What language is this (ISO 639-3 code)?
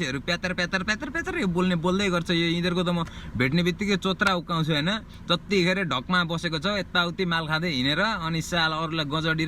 nep